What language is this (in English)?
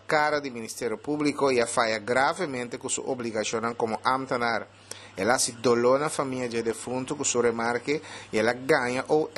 Papiamento